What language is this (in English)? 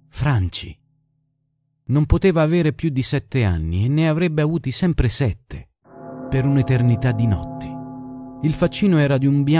Italian